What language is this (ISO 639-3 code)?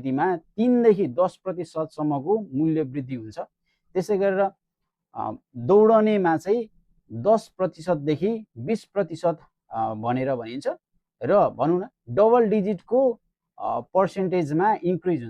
nep